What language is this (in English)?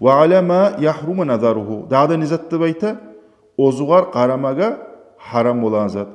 Kumyk